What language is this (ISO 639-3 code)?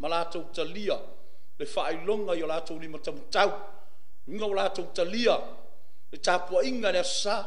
smo